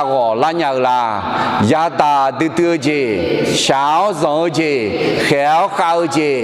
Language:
Akha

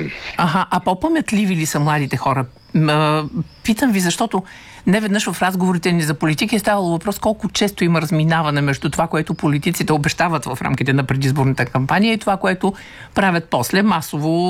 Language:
Bulgarian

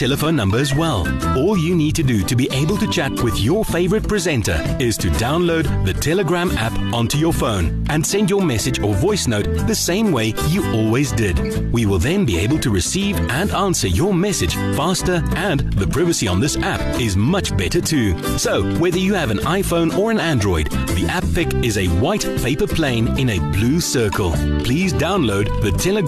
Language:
English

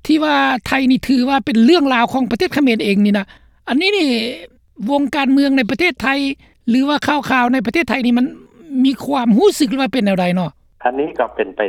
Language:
Lao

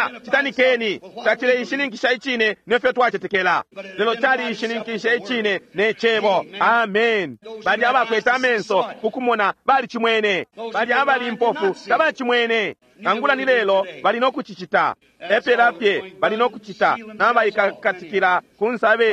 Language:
Bemba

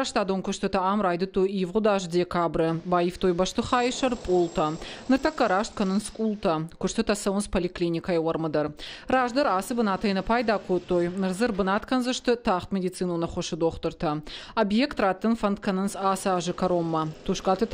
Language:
Ossetic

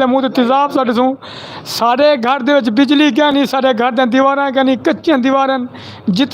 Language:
Western Panjabi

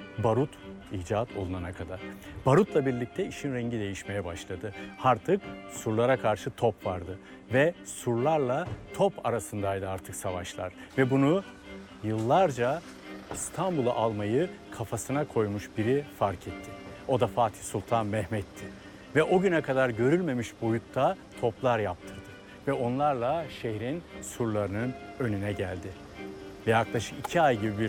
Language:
Turkish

